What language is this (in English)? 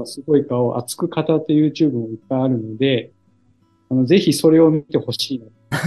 Japanese